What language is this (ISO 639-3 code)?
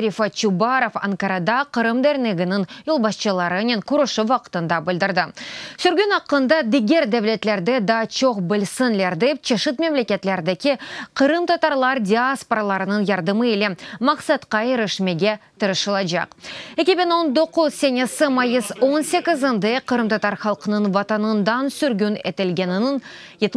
crh